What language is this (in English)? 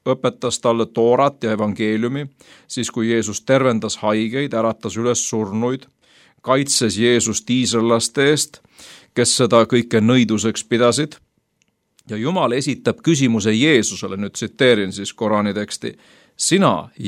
Estonian